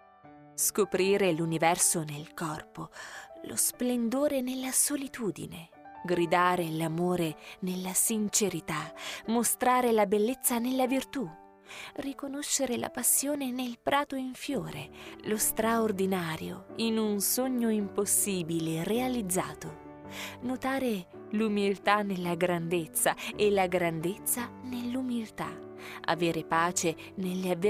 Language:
Italian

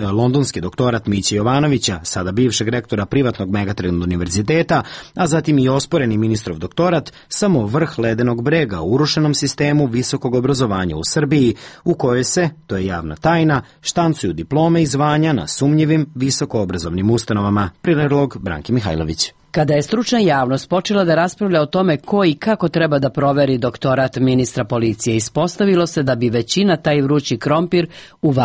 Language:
Serbian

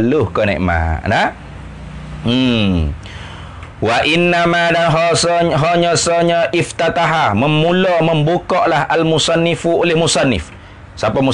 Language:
Malay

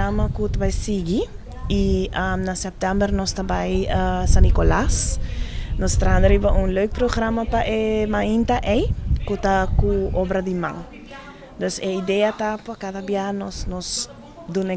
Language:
Papiamento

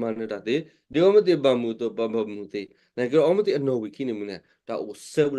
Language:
S'gaw Karen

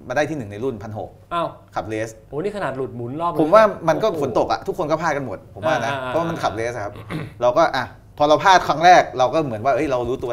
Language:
Thai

